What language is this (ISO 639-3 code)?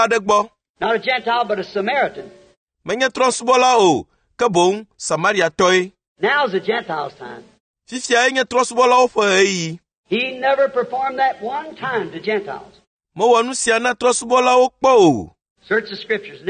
ewe